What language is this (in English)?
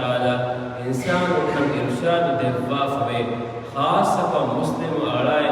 Divehi